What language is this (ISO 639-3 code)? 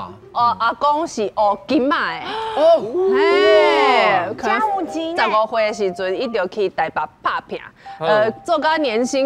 nan